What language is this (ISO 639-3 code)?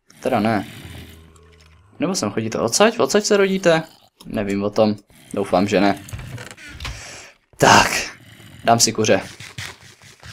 ces